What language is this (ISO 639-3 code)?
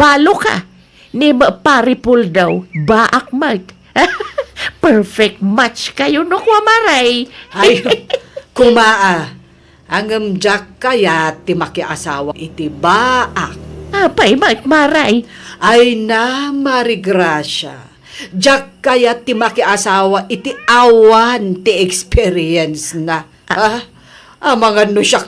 ilo